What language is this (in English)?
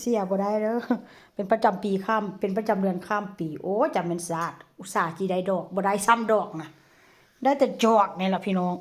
Northeastern Thai